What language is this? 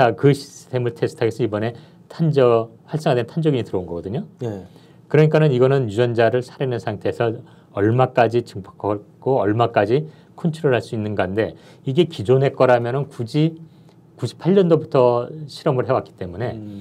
Korean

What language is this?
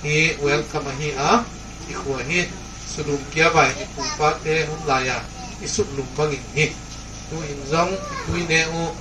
Tedim Chin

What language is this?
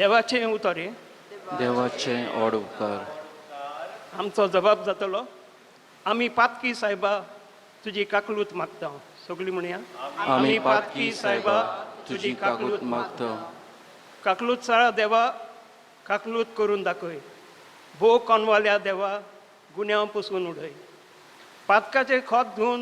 Konkani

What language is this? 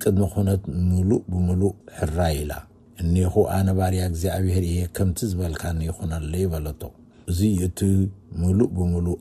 Tigrinya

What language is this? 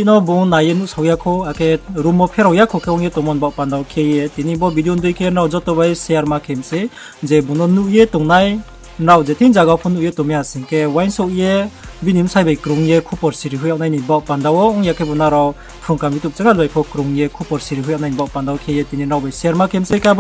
Riang (India)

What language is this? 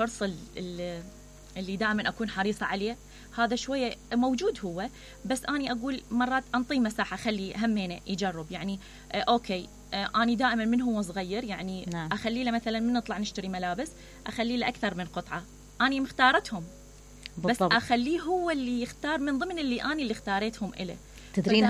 Mesopotamian Arabic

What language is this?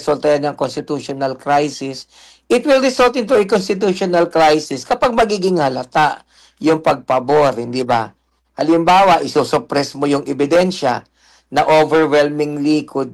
Filipino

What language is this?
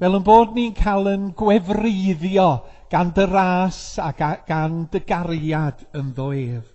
Welsh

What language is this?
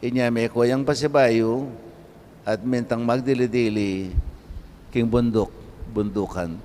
Pampanga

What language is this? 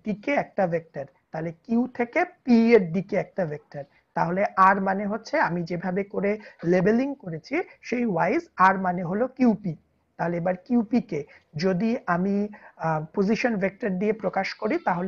Bangla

